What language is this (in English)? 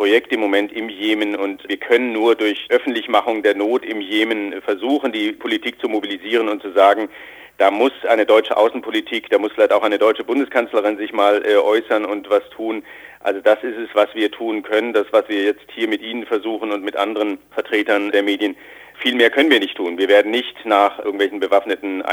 German